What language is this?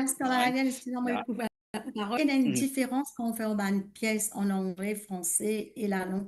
Morisyen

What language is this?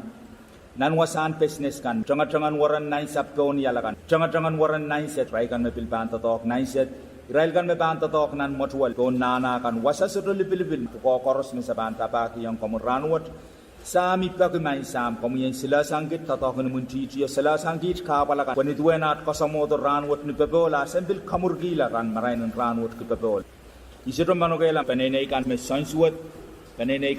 Pohnpeian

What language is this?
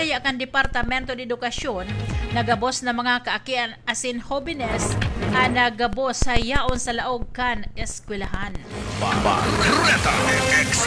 Bikol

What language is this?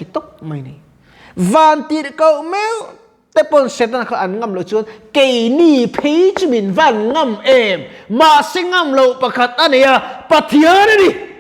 Mizo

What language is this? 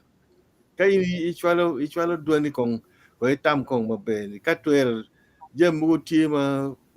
Acoli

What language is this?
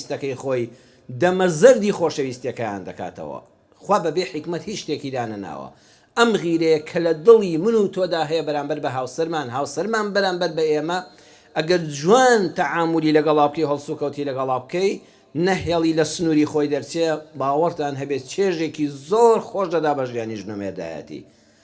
Central Kurdish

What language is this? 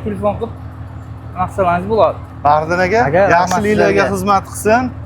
Uzbek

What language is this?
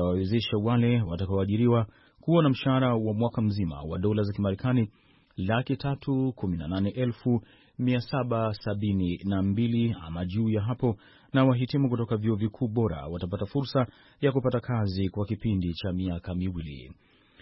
Swahili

